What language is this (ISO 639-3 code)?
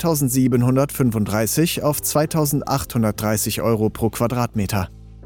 deu